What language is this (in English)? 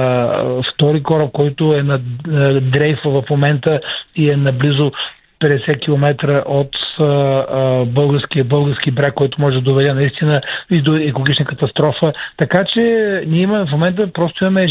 Bulgarian